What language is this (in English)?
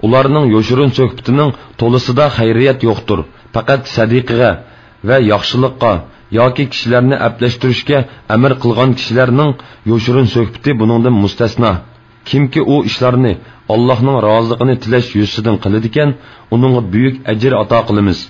Uyghur